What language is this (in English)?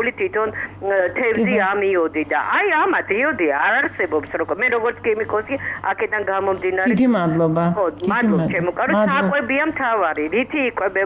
Georgian